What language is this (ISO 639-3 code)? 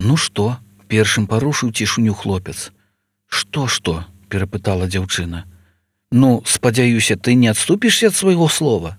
bel